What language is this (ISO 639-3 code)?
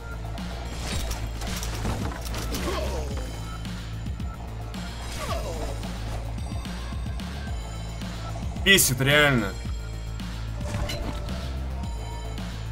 rus